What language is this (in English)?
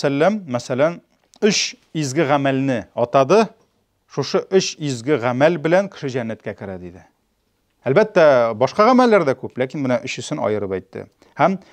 Tatar